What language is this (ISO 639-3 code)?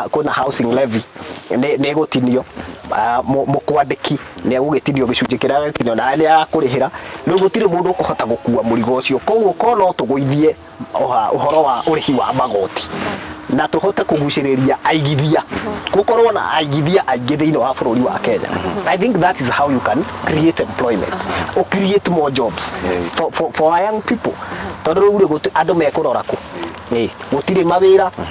kik